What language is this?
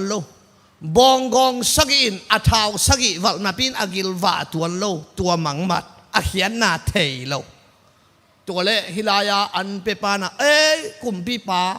Tedim Chin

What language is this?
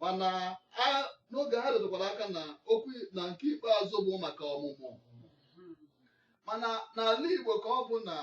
Igbo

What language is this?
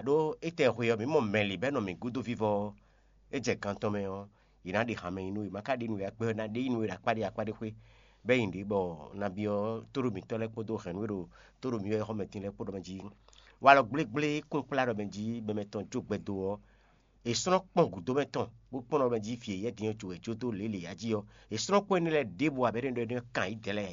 Fon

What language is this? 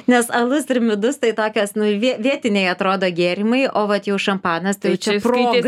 Lithuanian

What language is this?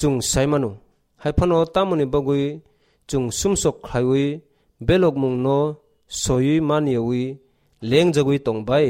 Kok Borok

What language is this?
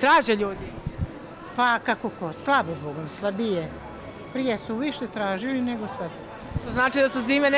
Bosnian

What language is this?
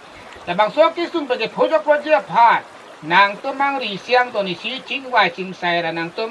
Karbi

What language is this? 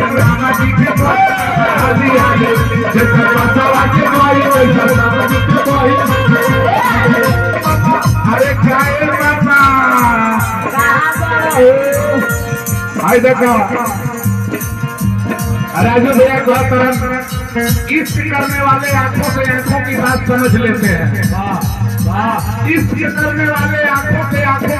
Bhojpuri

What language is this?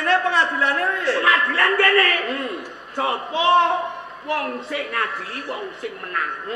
Javanese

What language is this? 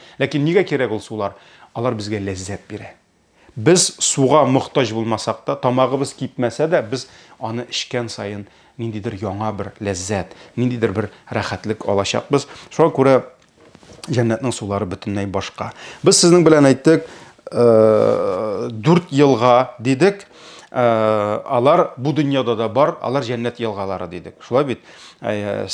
Tatar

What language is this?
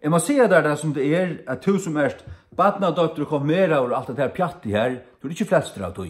Faroese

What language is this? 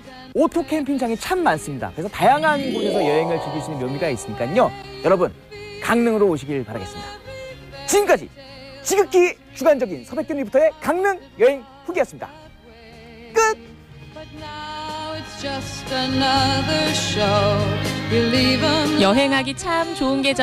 Korean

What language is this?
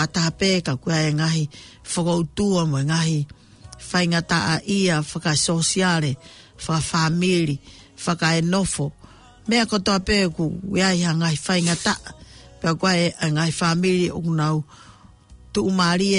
Tongan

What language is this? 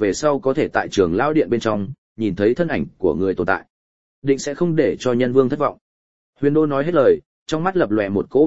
Vietnamese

